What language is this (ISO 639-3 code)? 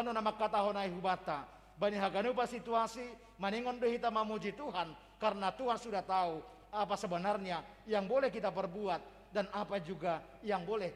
bts